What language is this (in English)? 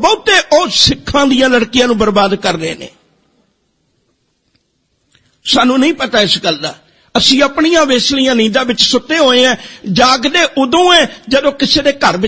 Punjabi